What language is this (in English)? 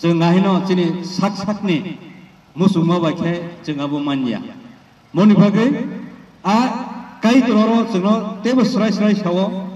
Kok Borok